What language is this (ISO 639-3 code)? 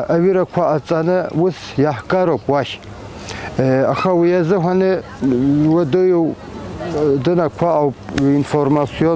abk